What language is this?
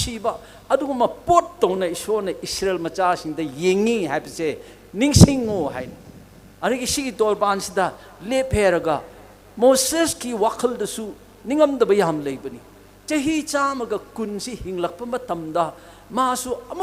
Manipuri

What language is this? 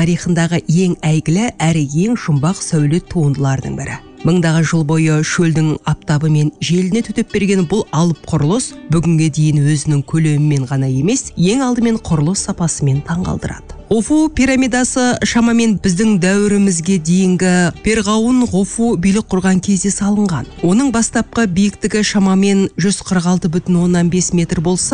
Kazakh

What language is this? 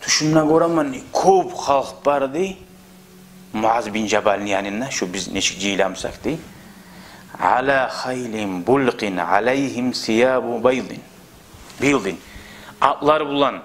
Kumyk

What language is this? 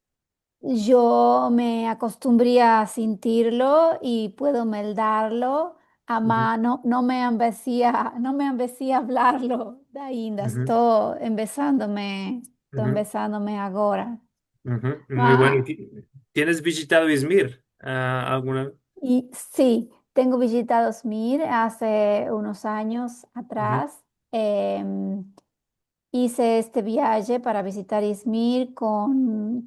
Ladino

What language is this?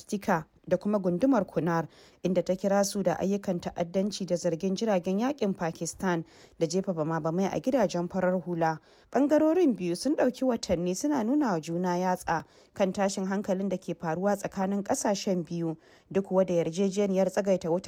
Hausa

